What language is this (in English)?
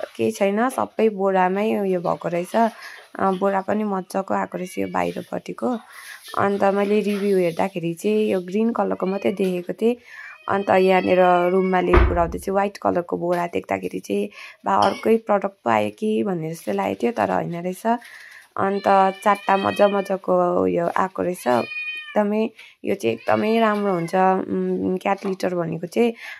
Nepali